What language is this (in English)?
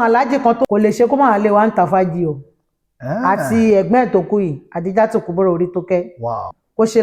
Yoruba